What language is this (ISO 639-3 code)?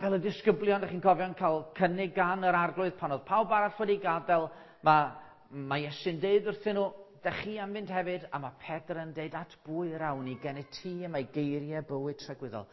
cym